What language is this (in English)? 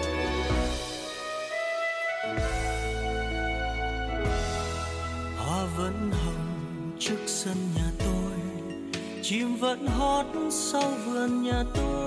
Vietnamese